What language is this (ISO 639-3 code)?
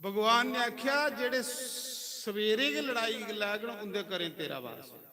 doi